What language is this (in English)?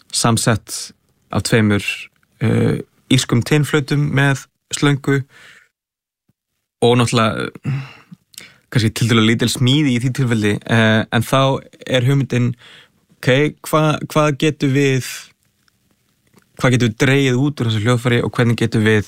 Icelandic